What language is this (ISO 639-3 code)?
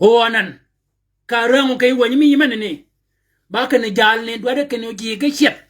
shk